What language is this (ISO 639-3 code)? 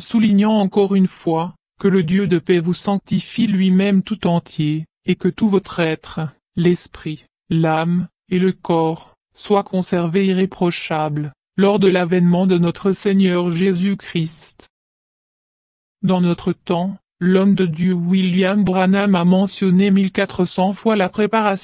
fra